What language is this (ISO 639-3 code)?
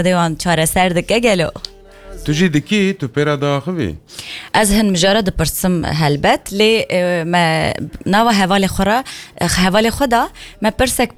kur